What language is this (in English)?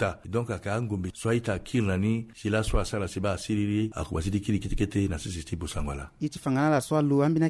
Sango